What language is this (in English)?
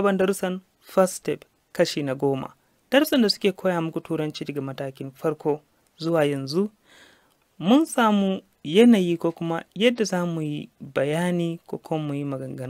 Hausa